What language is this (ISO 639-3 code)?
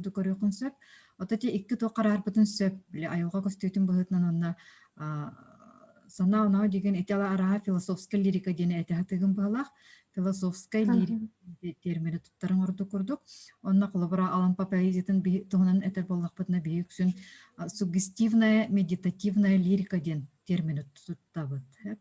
sah